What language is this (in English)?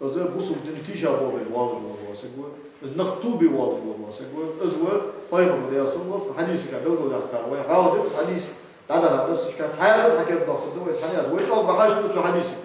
Ingush